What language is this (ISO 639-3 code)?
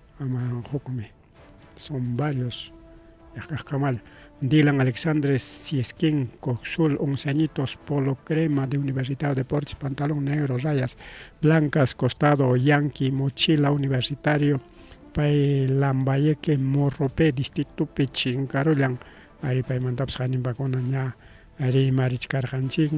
quy